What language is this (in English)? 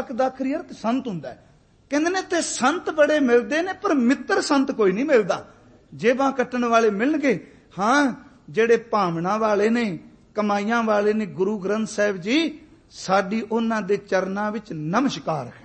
Punjabi